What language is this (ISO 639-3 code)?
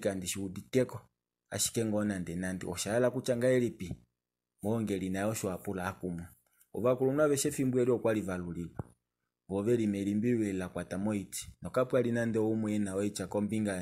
kua